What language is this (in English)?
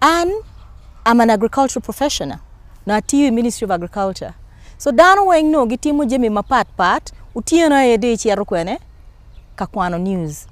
Acoli